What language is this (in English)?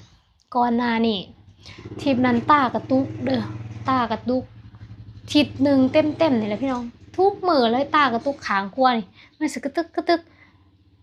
Lao